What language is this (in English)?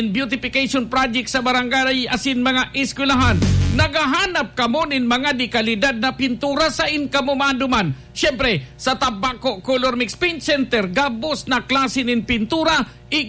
Bikol